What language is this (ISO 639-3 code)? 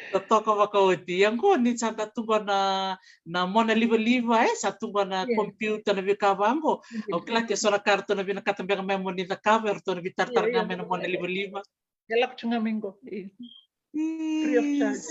fij